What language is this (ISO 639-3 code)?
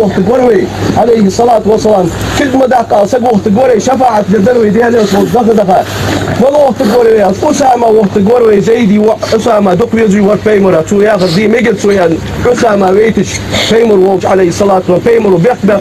inh